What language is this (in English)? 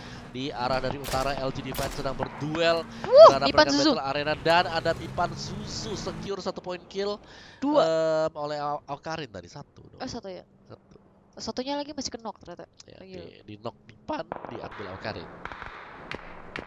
Indonesian